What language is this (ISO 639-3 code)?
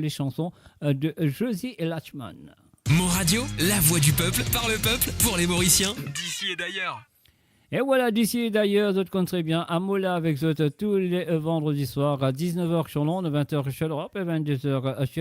mfe